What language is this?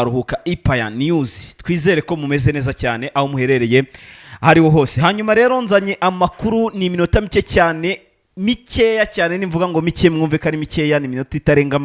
Kinyarwanda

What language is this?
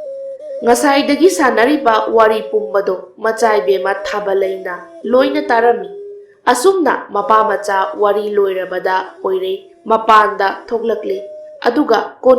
Manipuri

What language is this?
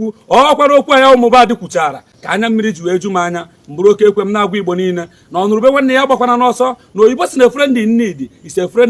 Igbo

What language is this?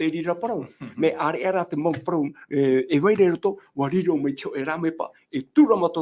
Tahitian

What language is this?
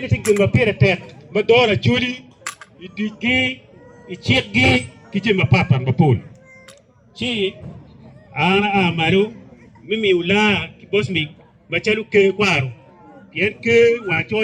Acoli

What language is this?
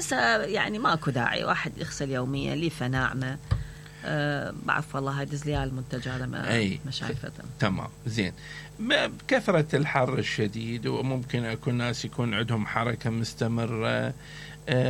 Mesopotamian Arabic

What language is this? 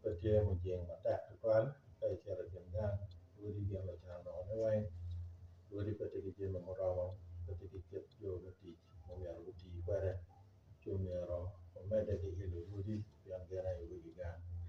Acoli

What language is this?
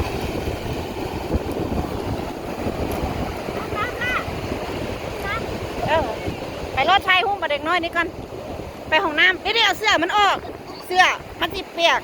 Lao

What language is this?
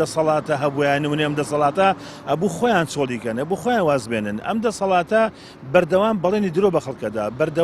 Central Kurdish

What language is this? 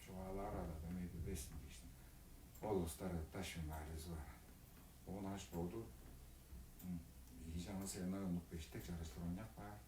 Tuvinian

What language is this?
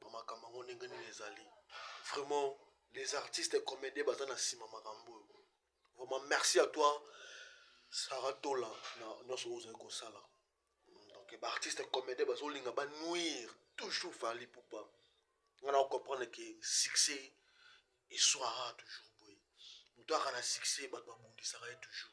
Lingala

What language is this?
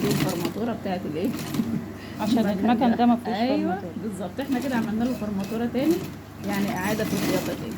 Egyptian Arabic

